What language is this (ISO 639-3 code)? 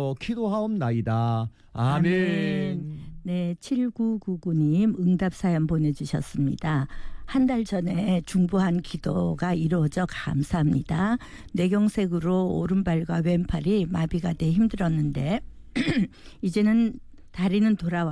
kor